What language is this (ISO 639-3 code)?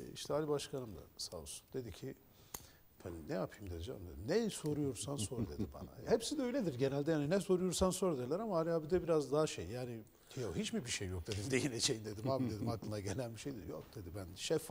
tur